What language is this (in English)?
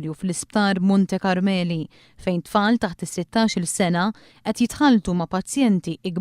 Maltese